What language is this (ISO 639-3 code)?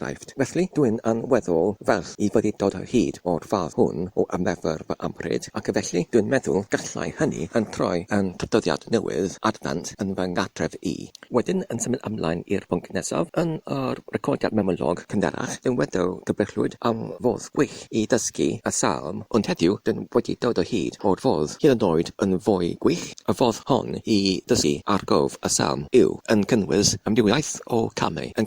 cym